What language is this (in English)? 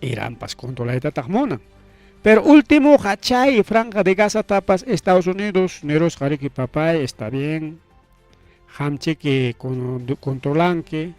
Ayacucho Quechua